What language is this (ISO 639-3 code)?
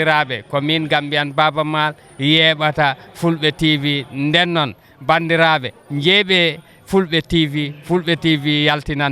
ful